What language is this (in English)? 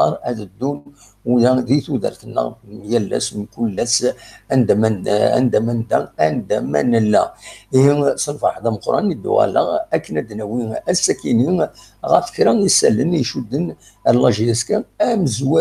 Kabyle